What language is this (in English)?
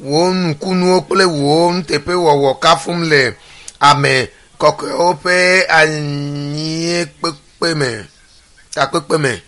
Ewe